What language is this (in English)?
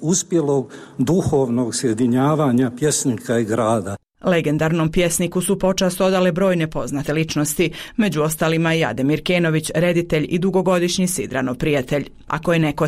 Bosnian